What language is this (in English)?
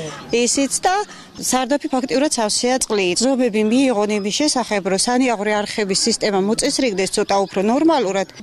Georgian